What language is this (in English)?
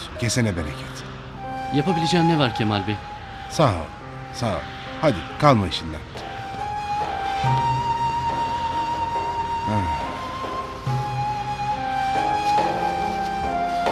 Turkish